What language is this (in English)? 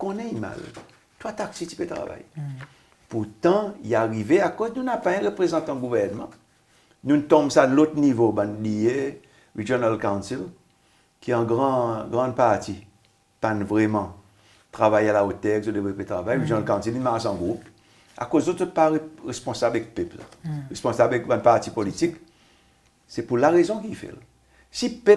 Seselwa Creole French